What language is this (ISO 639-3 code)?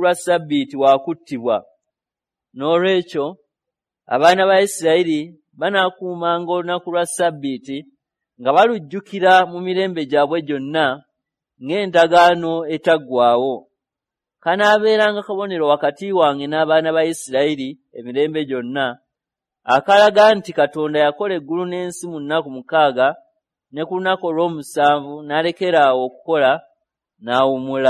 lug